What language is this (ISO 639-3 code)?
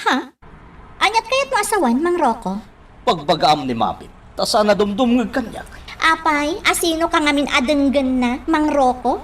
ilo